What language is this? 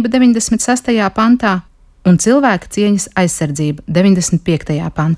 Latvian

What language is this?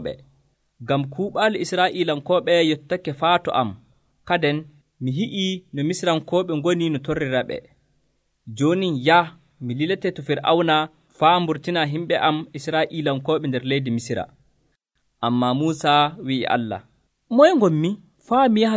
Nigerian Fulfulde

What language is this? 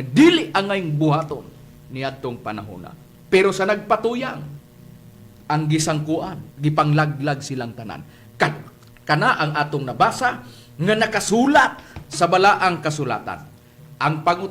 Cebuano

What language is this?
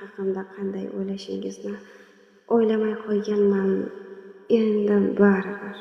Uzbek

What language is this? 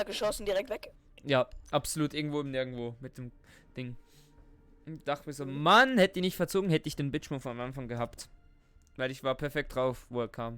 Swiss German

